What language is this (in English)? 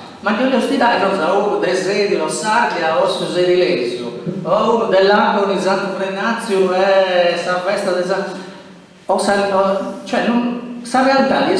Sardinian